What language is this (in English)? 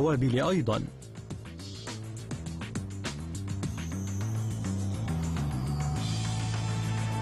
Arabic